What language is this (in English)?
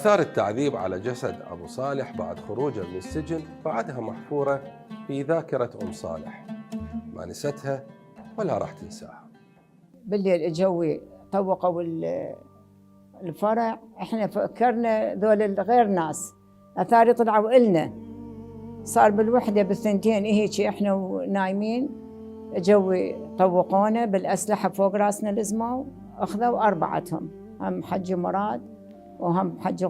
Mesopotamian Arabic